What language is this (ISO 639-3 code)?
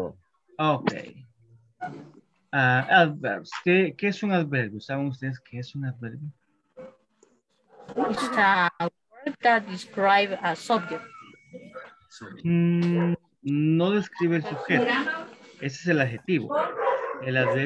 spa